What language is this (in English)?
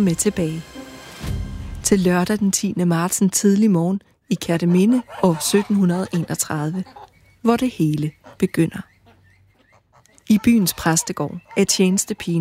Danish